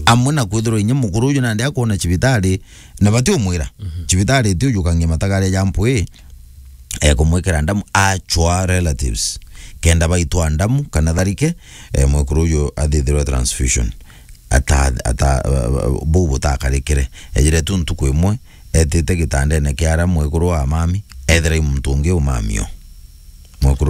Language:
Meru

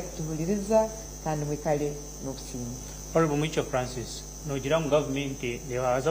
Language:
Nyankole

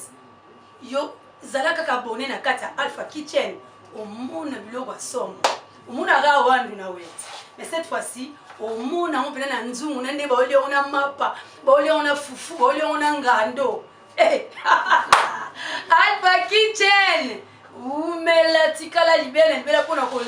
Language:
Lingala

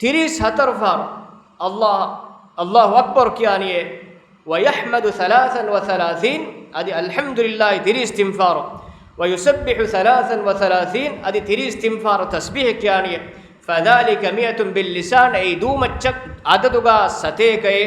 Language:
Divehi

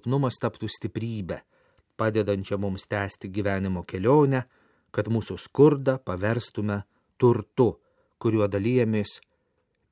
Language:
Lithuanian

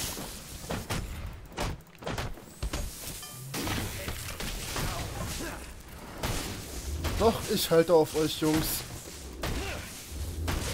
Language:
German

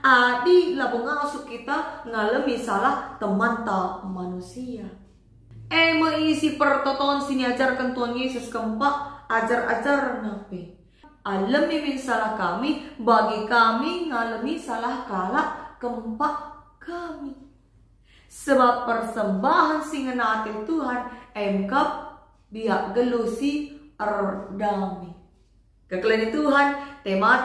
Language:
Batak Karo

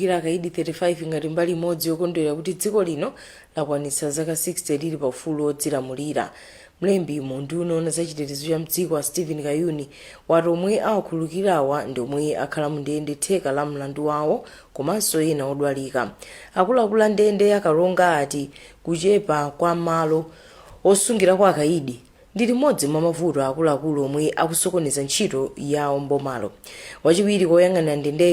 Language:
Nyanja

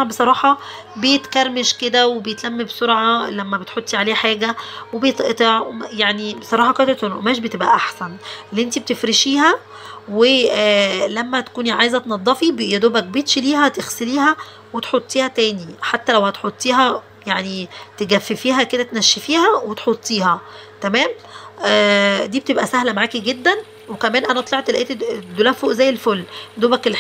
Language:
Egyptian Arabic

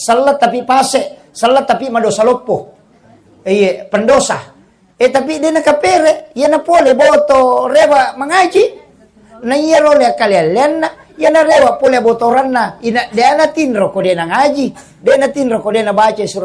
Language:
Buginese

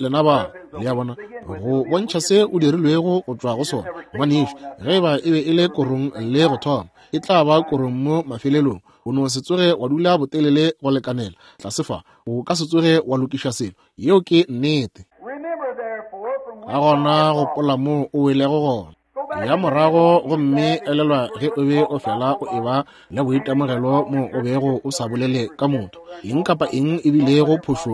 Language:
Northern Sotho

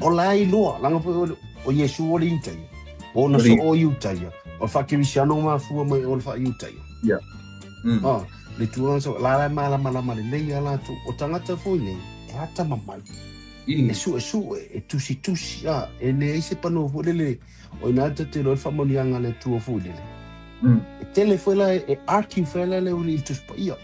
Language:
Samoan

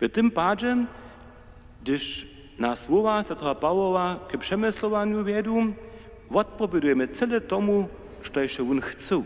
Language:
Upper Sorbian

